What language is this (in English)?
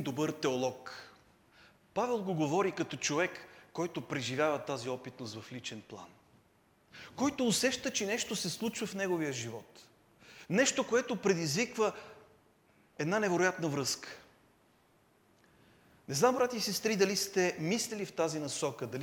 Bulgarian